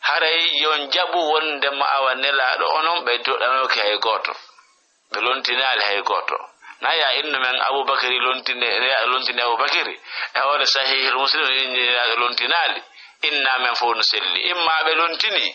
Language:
Fula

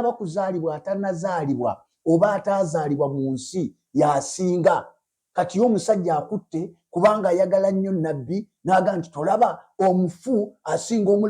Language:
Ganda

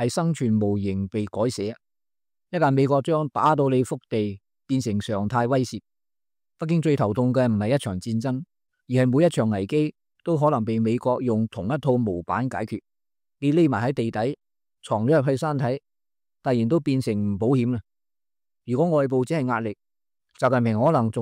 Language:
Cantonese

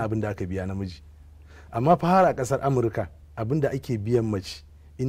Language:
Hausa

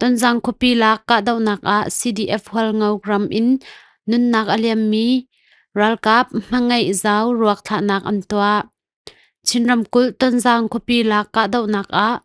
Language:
Hakha Chin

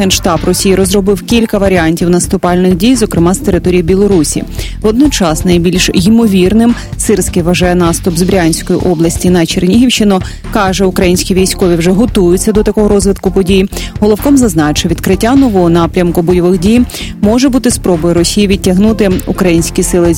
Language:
Ukrainian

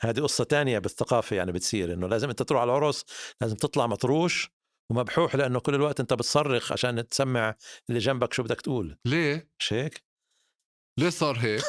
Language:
North Levantine Arabic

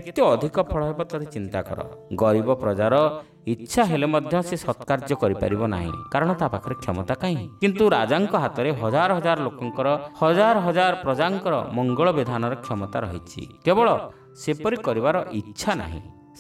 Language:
Odia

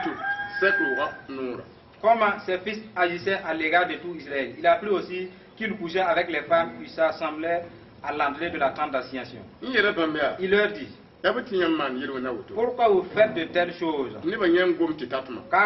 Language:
Mossi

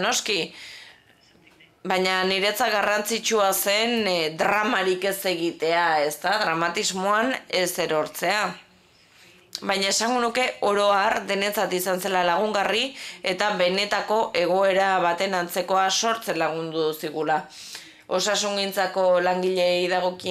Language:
Basque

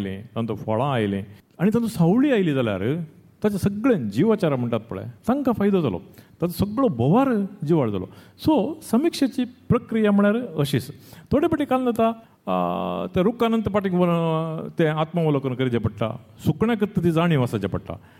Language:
Konkani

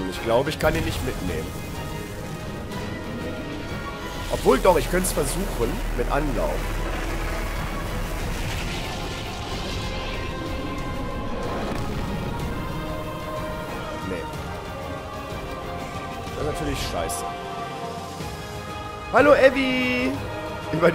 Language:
German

